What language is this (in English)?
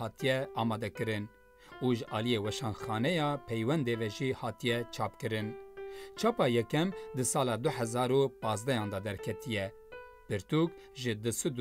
Kurdish